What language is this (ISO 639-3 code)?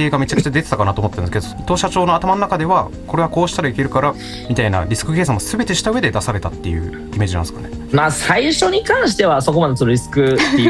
jpn